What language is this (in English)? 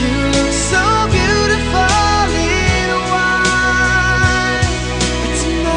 Paite Chin